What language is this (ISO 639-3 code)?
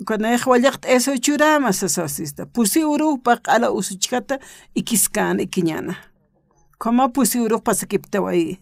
aym